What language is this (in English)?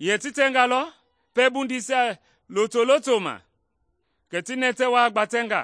Mende